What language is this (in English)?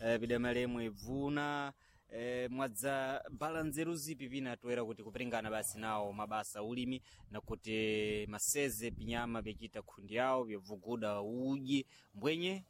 Sena